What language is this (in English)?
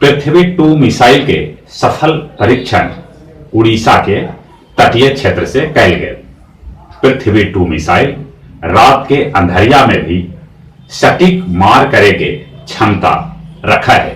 Magahi